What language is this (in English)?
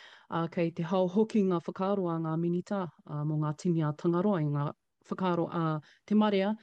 Māori